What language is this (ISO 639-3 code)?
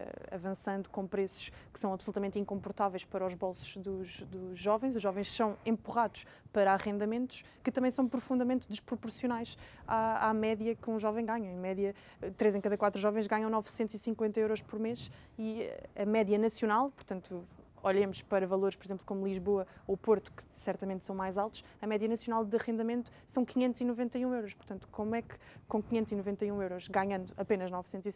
por